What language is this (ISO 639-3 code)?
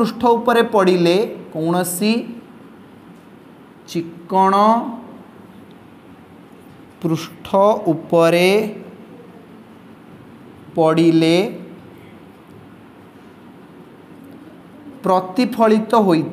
ori